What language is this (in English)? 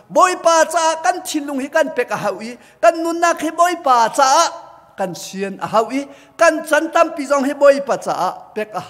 Hakha Chin